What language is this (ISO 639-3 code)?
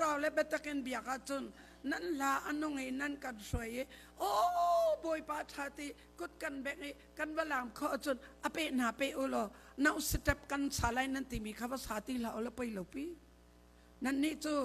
cnh